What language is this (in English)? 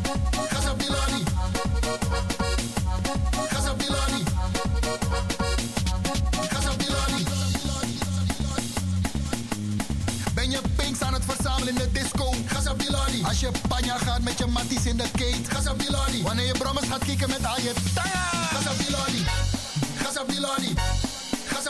Dutch